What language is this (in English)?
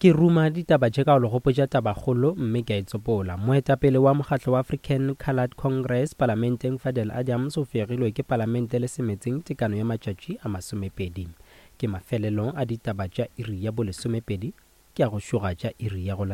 Northern Sotho